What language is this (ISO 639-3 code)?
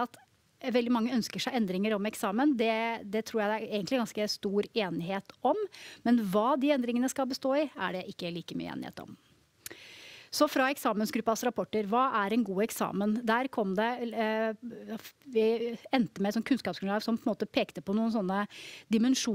nor